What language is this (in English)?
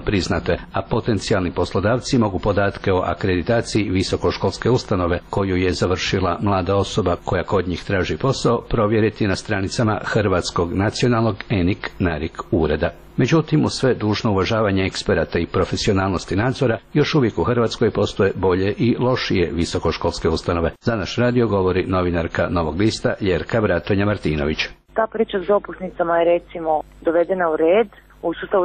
Croatian